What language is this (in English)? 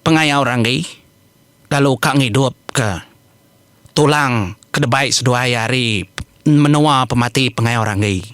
Iban